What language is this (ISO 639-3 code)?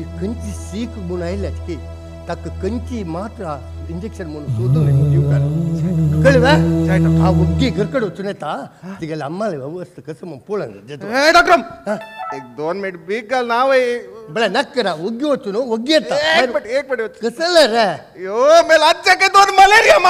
kok